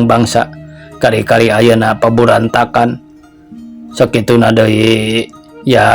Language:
Sundanese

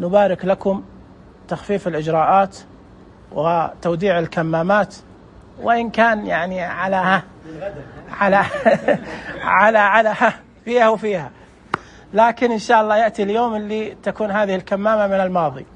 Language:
Najdi Arabic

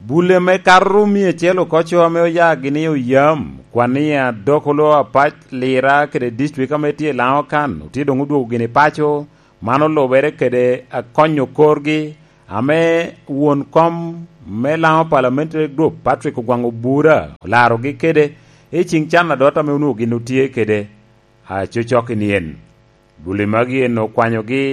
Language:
Lango (Uganda)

